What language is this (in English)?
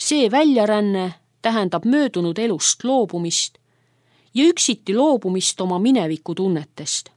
Estonian